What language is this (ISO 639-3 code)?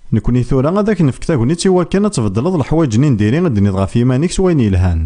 kab